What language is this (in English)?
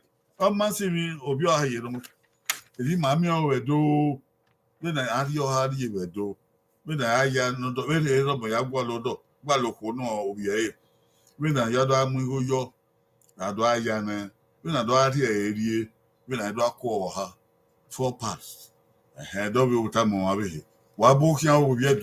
Bini